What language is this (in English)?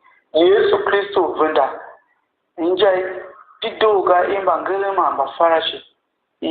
Tiv